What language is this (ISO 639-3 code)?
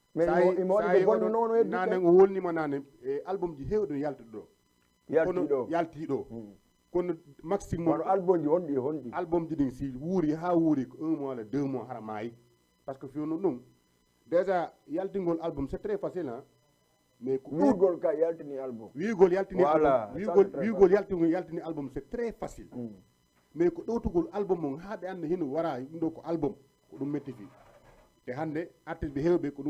ful